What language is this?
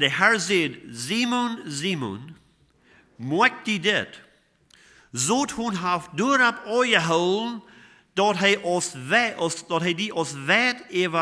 Plautdietsch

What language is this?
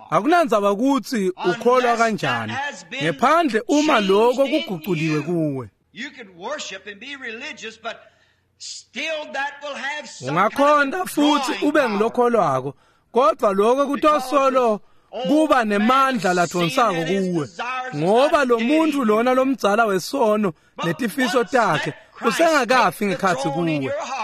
Swati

